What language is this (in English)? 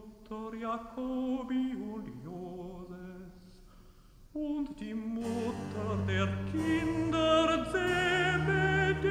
German